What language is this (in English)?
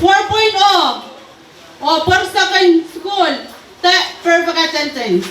Pohnpeian